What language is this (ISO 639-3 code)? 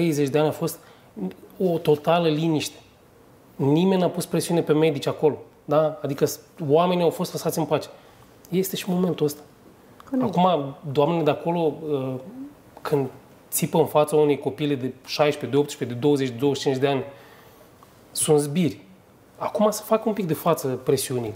ron